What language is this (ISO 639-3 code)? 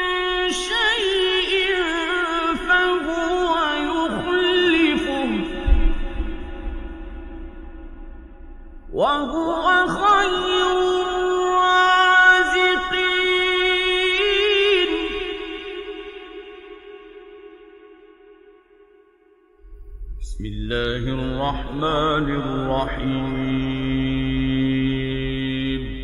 ara